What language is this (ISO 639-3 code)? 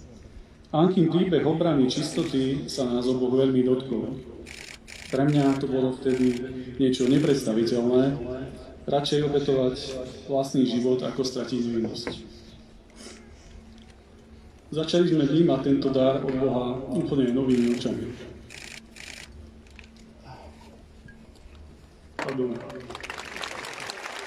slk